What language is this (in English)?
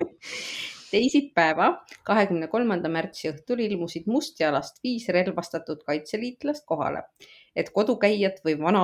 Estonian